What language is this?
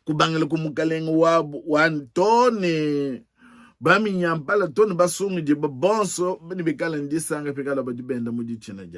Luba-Lulua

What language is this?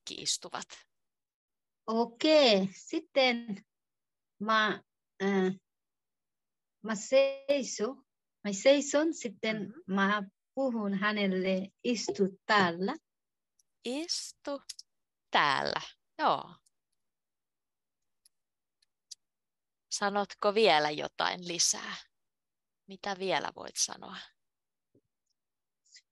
Finnish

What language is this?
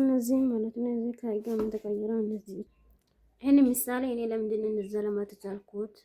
Amharic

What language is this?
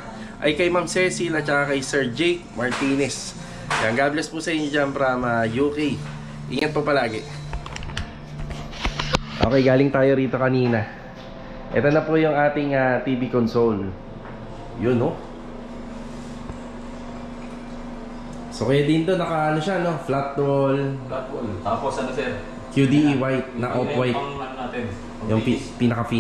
Filipino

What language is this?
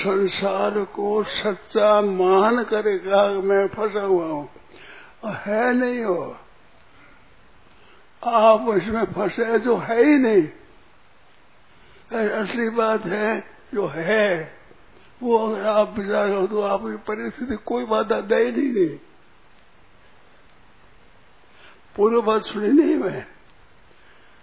Hindi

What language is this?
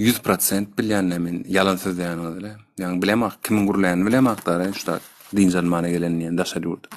Turkmen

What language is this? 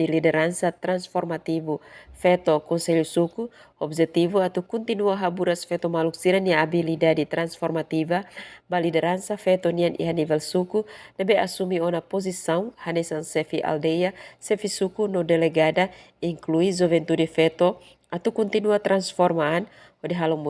Tetum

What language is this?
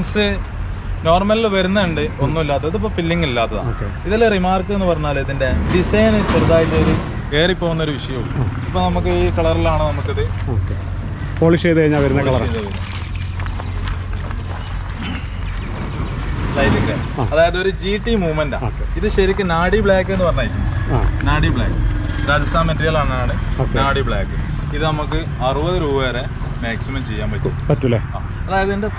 Malayalam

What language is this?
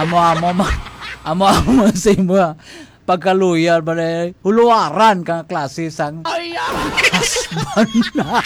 Hiligaynon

